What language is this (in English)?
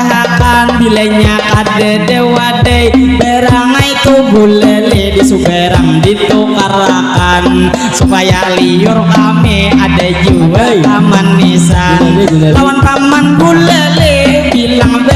Banjar